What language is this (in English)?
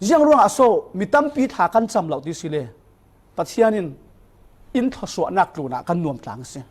Falam Chin